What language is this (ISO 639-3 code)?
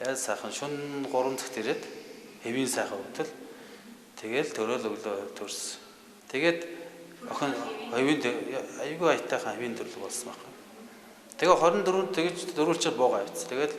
mon